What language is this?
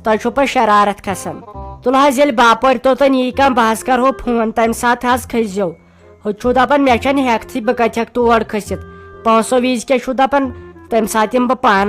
Kashmiri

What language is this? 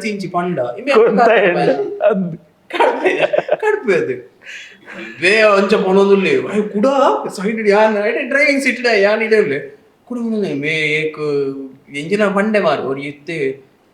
Tulu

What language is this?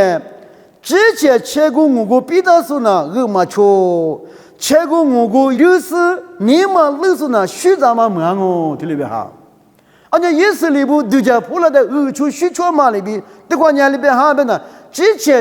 Lisu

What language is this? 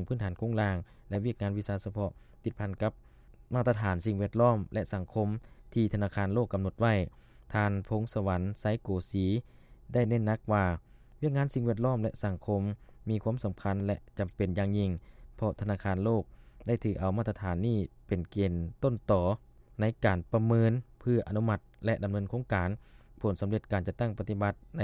Lao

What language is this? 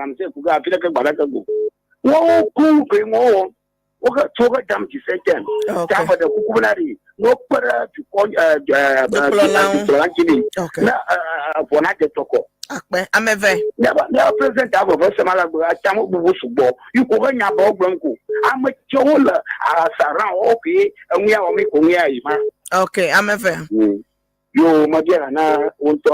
Ewe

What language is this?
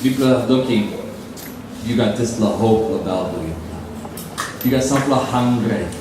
Tok Pisin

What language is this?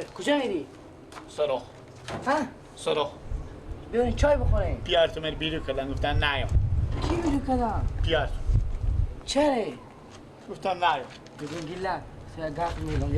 Persian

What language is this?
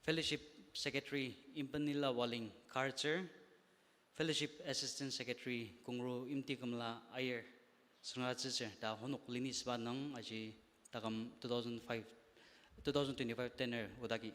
Ao Naga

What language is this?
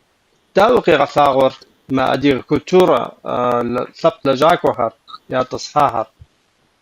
Kabardian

